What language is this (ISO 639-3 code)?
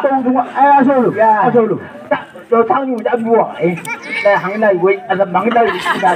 nbc